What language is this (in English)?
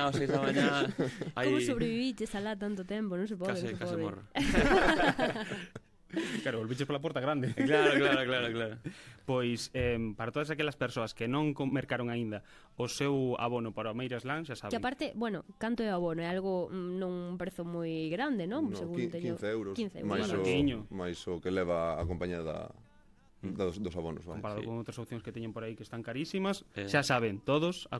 Galician